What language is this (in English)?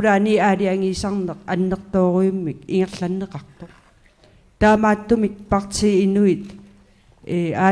Kalaallisut